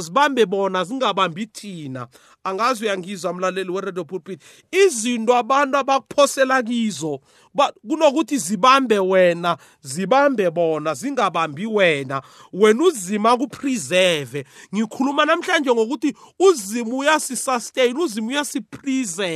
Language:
South Ndebele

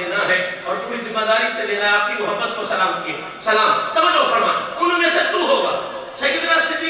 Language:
Urdu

